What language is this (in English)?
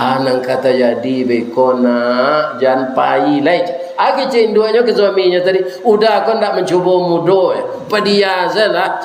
Minangkabau